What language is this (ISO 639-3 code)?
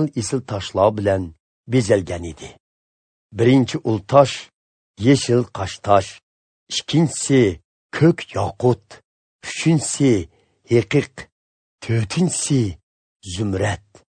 uig